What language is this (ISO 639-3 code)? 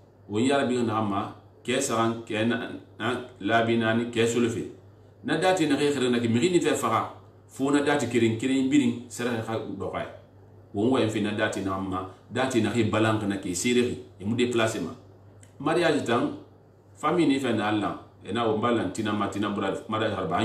sus